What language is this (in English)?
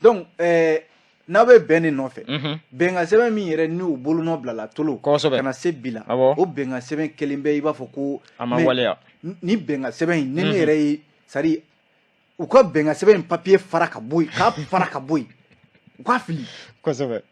Bambara